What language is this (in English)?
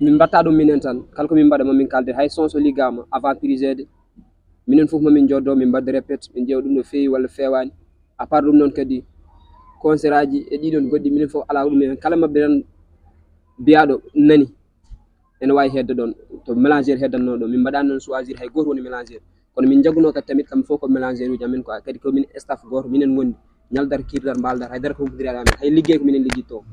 Fula